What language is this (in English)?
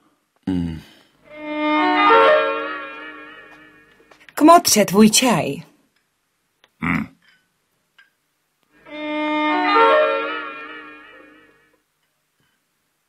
Czech